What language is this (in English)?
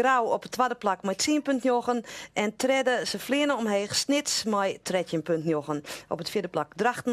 Western Frisian